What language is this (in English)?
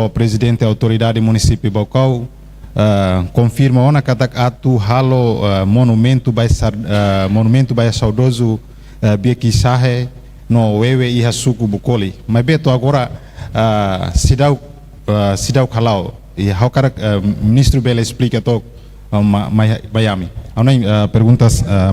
Tetum